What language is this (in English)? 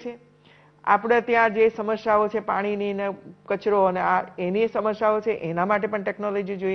Gujarati